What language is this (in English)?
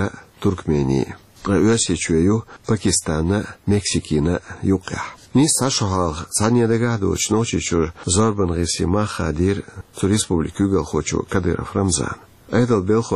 Chechen